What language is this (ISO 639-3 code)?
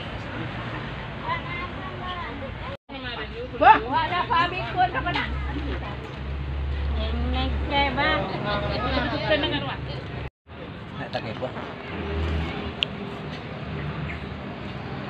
ind